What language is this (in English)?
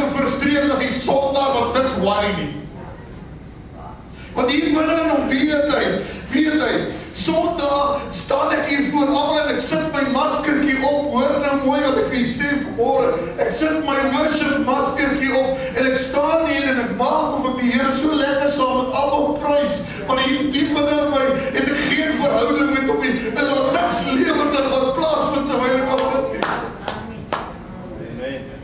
Afrikaans